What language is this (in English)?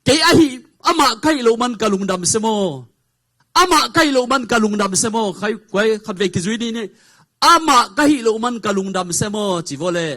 Tedim Chin